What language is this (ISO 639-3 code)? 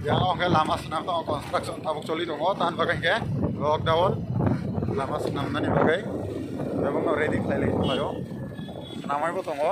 trp